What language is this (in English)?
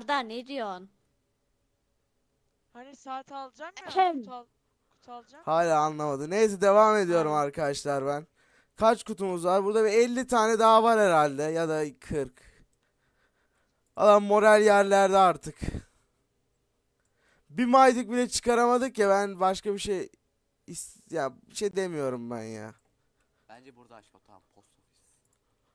Turkish